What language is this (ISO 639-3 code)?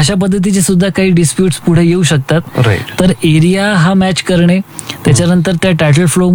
mar